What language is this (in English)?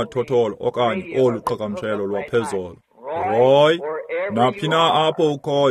Xhosa